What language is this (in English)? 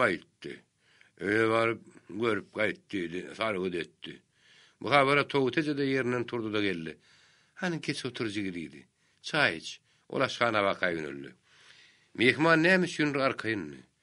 Turkmen